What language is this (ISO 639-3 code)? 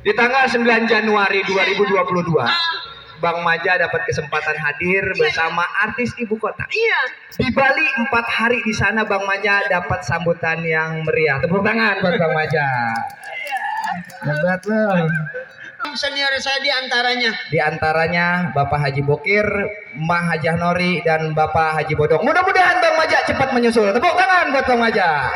bew